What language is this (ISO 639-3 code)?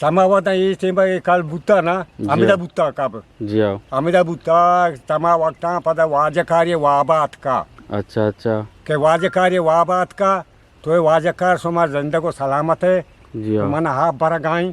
bgp